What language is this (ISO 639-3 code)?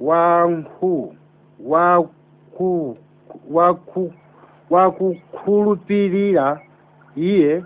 nya